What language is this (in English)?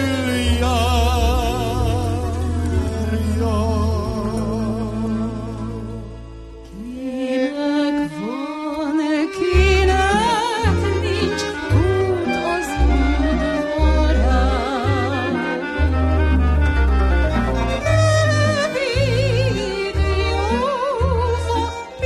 Hungarian